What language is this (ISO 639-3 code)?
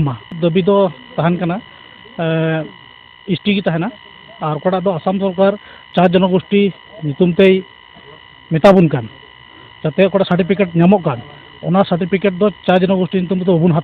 sat